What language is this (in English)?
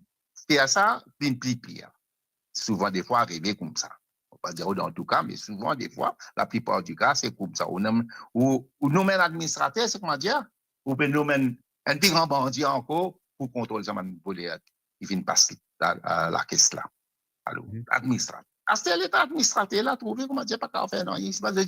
Morisyen